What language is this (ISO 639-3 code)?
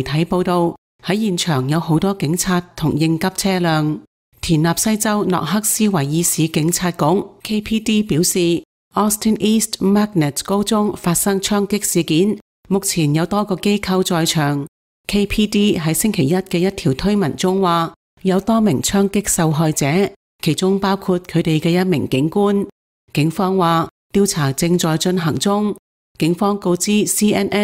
yue